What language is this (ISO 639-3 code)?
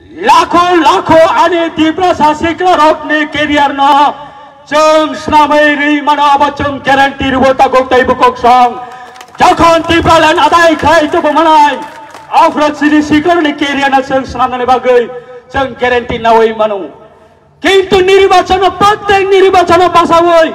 trp